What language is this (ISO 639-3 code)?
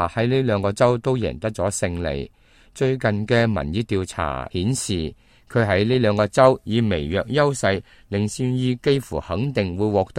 yue